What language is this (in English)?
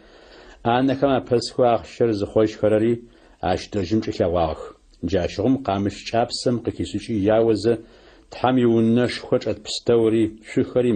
Adyghe